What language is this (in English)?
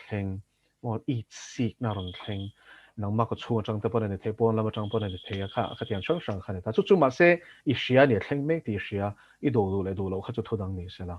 Mizo